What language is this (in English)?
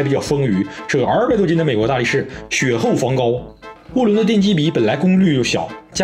Chinese